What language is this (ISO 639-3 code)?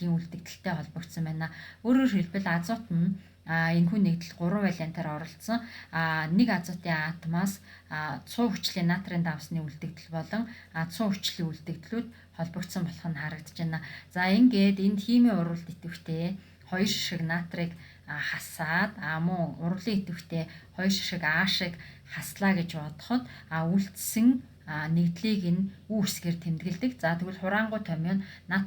mon